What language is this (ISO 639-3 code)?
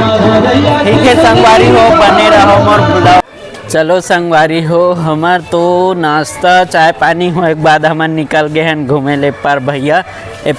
hne